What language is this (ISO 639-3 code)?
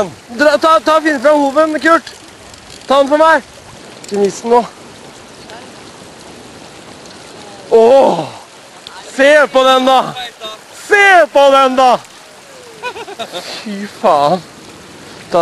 nor